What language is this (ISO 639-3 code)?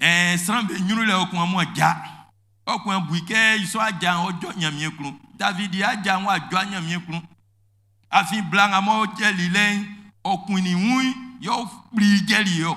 bci